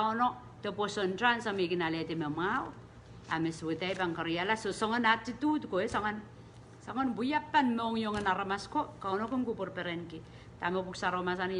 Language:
Pohnpeian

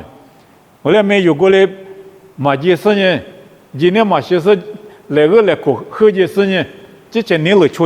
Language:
Lisu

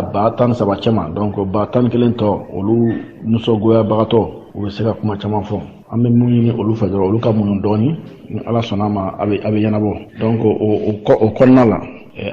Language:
Bambara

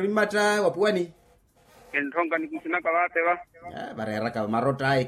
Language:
Makhuwa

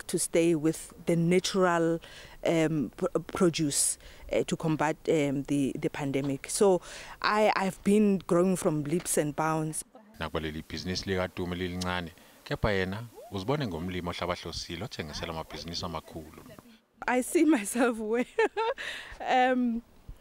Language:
Zulu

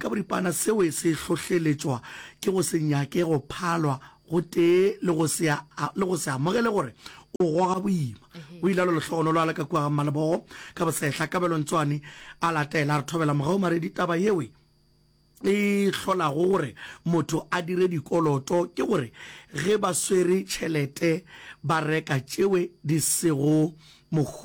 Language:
Northern Sotho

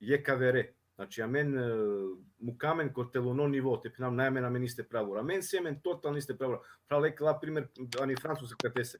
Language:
Balkan Romani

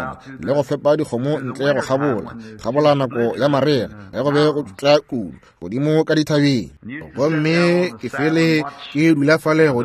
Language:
Northern Sotho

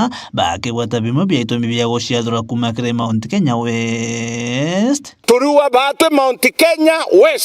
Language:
Meru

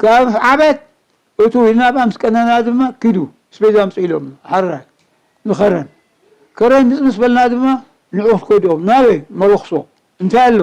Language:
Tigrinya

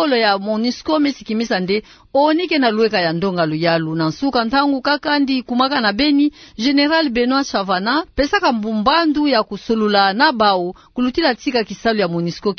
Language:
Kituba (Democratic Republic of Congo)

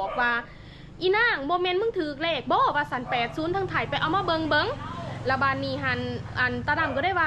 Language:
Lao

